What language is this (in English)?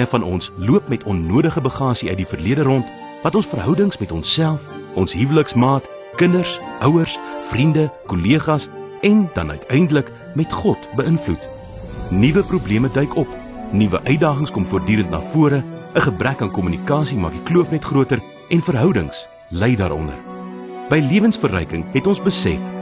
Afrikaans